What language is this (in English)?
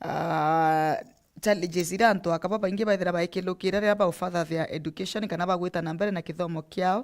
Meru